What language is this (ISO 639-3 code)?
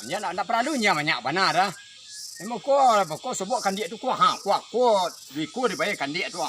min